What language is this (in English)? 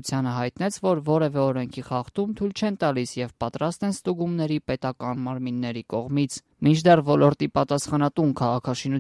Armenian